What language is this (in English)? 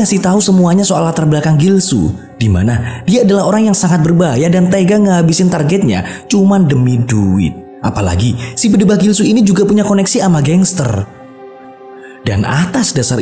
Indonesian